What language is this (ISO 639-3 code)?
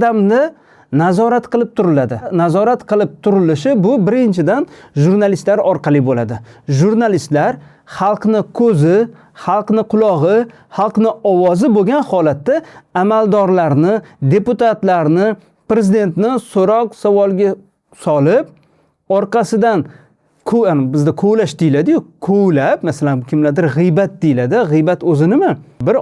uzb